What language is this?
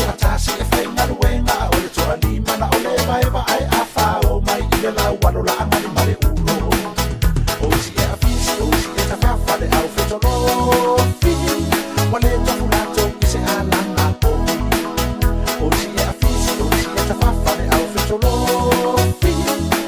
Samoan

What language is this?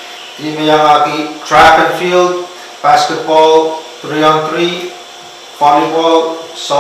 Pohnpeian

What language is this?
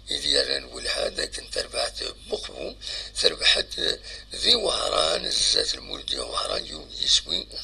Kabyle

